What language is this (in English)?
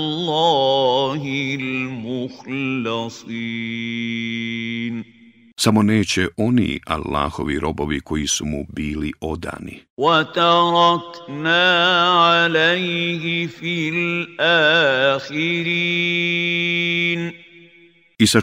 Bosnian